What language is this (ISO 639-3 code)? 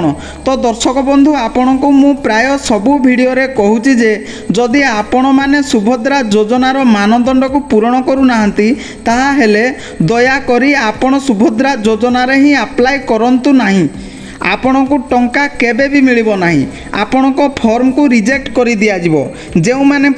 ori